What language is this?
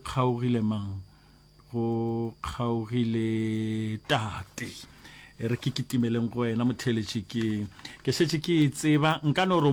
Northern Sotho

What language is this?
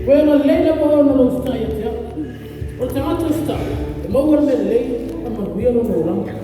Samoan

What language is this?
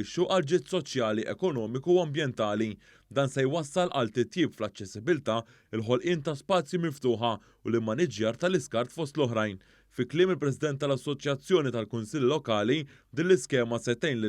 Maltese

